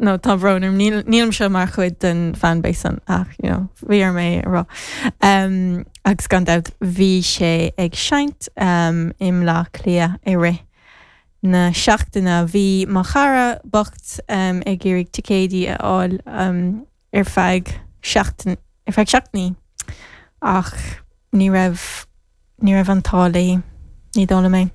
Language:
Irish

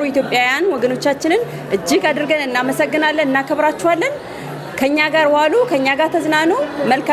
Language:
Amharic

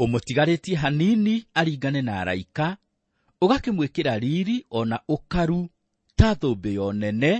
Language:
Kikuyu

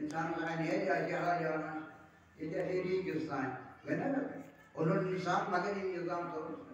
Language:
Kashmiri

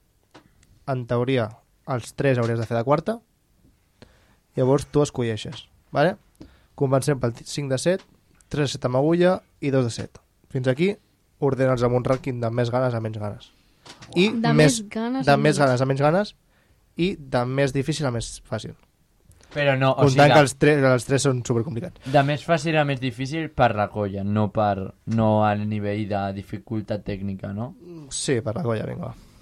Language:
Catalan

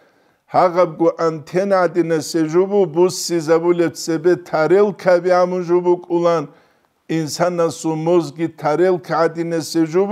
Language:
Avaric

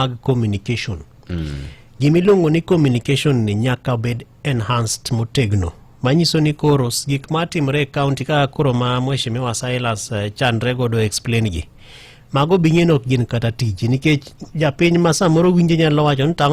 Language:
Luo (Kenya and Tanzania)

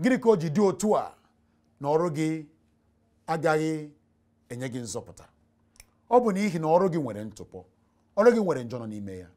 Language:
Igbo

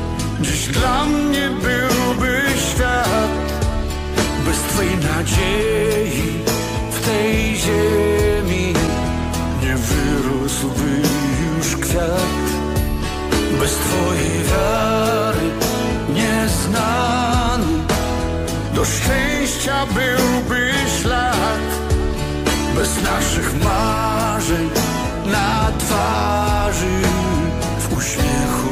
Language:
Polish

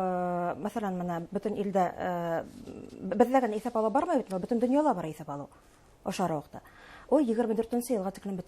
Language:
Bashkir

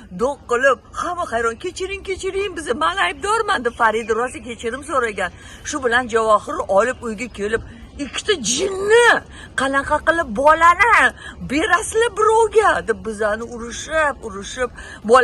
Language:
Uzbek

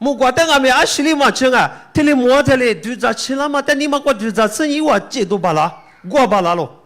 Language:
Lisu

